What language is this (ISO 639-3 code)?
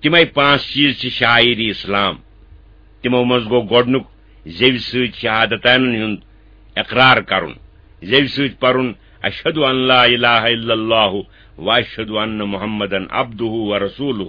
kas